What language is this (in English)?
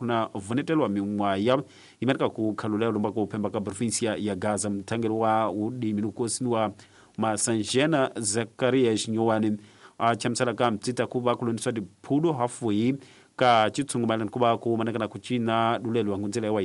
Tsonga